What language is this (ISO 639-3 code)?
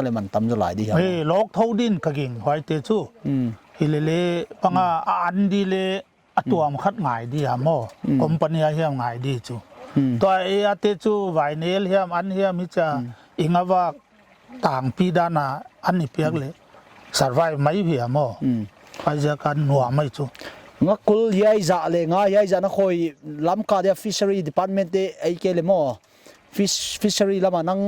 pck